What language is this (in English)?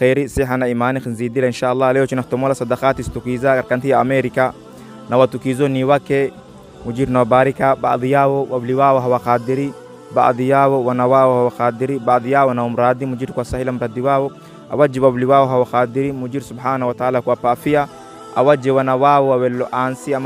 Swahili